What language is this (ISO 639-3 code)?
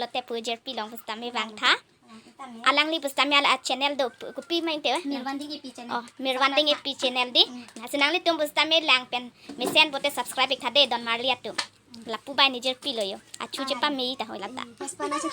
mjw